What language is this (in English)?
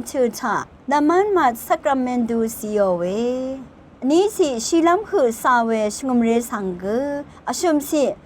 Rawang